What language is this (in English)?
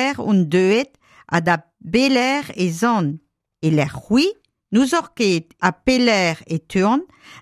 Breton